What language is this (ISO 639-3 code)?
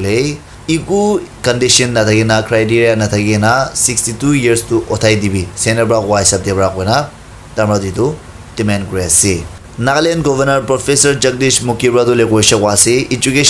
nag